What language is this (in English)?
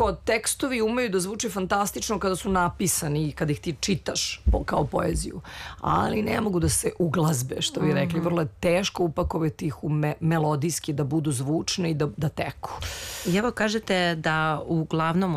Serbian